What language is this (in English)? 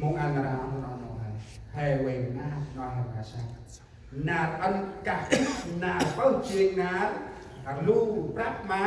Central Mnong